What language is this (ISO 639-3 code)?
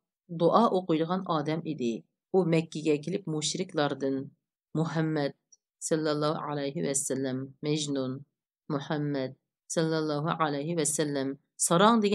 uig